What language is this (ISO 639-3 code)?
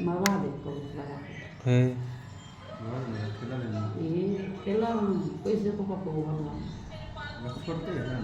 mai